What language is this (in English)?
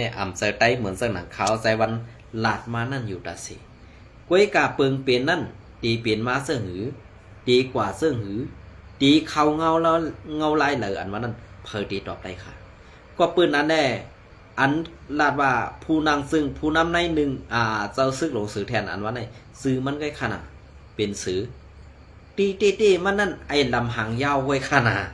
Shan